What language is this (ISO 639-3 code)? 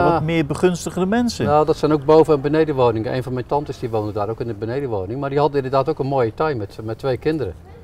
nld